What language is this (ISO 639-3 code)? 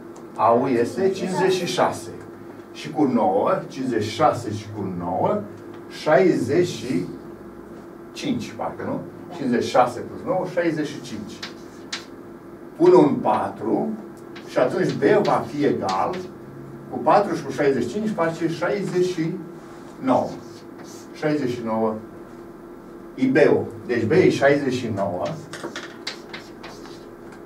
ron